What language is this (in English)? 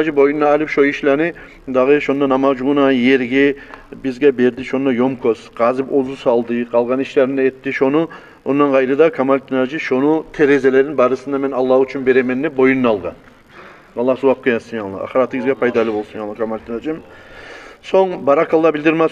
Kumyk